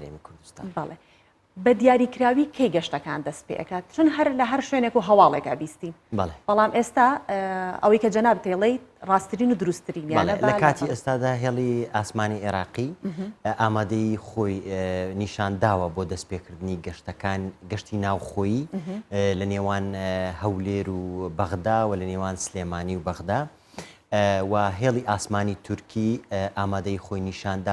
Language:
Central Kurdish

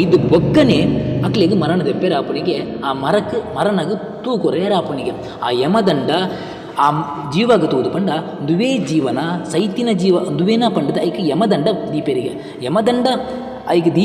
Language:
Tulu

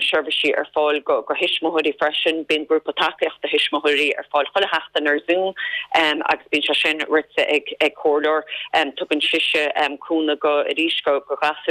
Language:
Irish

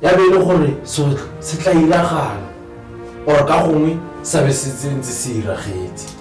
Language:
Tswana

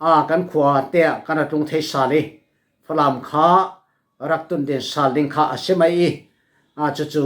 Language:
Falam Chin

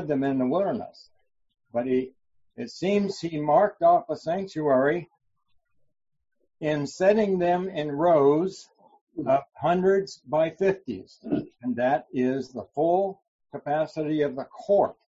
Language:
English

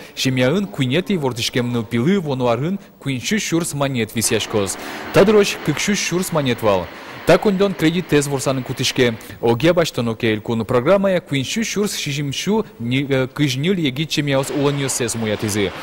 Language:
Udmurt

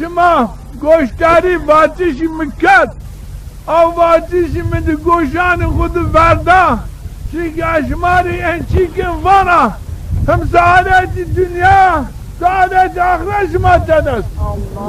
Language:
Zaza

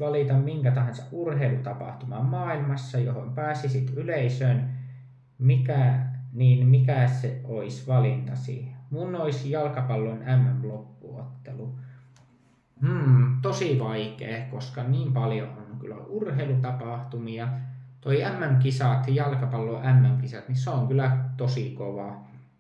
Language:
Finnish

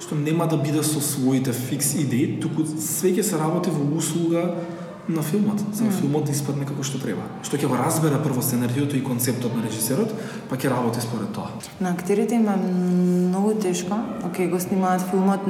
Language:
Macedonian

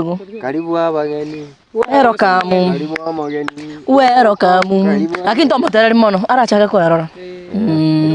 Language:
Gusii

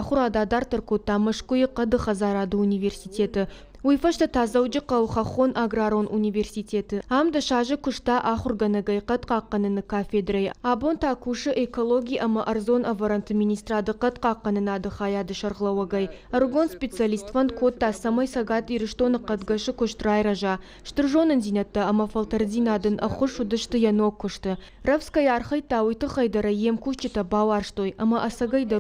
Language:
Ossetic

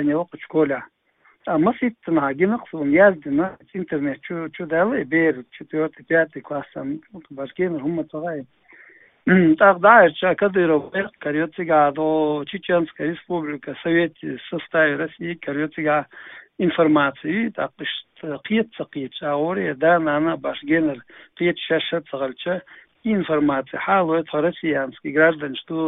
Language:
Chechen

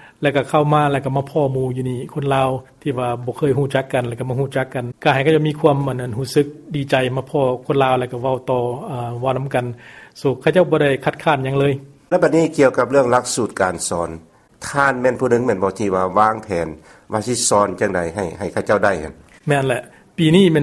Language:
Lao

